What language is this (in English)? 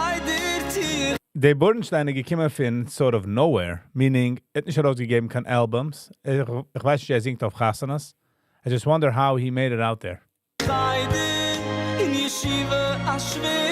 Yiddish